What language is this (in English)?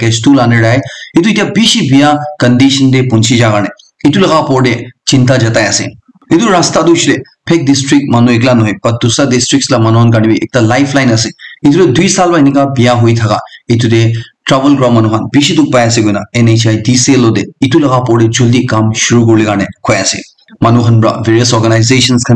Naga Pidgin